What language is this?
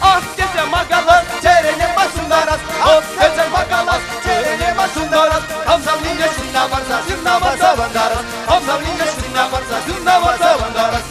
Chuvash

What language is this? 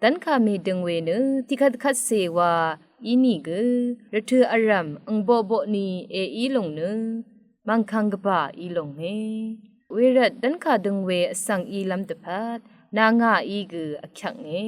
Rawang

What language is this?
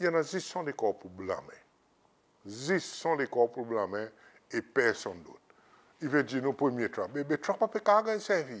Seselwa Creole French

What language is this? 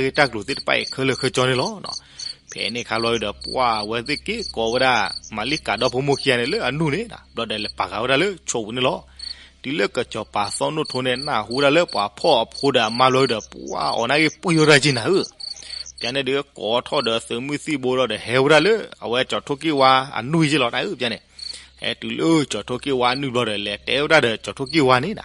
S'gaw Karen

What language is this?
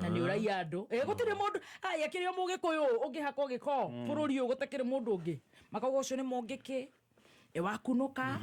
Kikuyu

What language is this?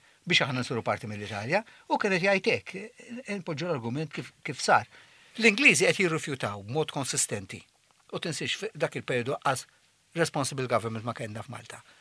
Maltese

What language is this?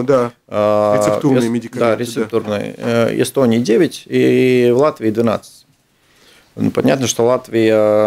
Russian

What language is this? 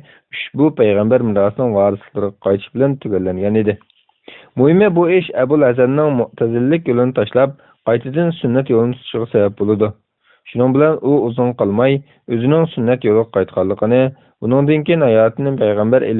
Uyghur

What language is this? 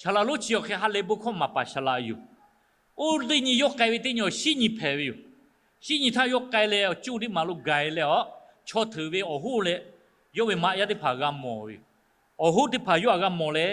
Lahu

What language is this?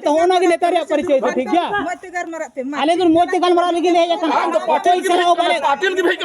Santali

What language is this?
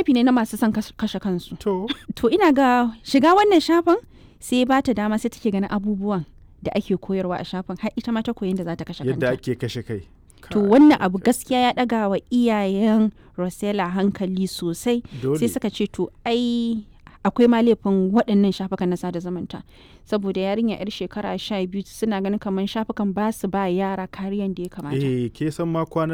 Hausa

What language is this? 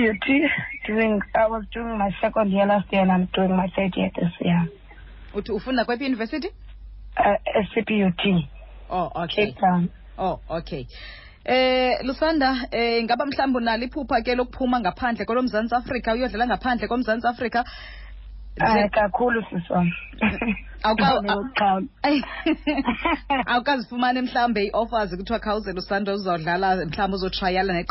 Xhosa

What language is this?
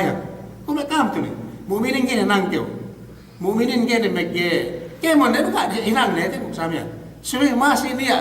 Yakan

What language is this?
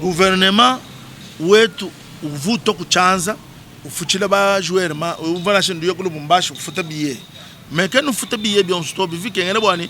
Luba-Lulua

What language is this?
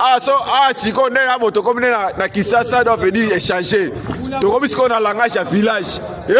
Lingala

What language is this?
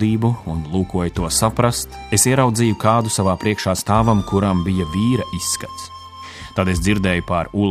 Latvian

